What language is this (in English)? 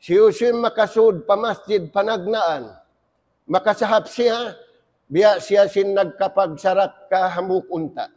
Tausug